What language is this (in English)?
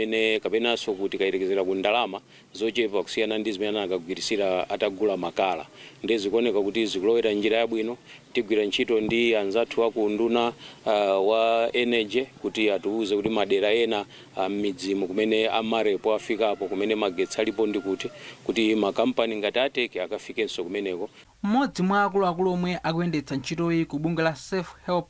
Nyanja